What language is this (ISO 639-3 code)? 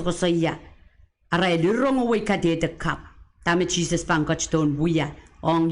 pon